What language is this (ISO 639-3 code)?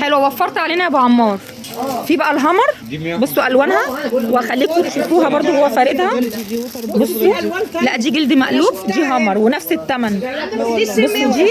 arz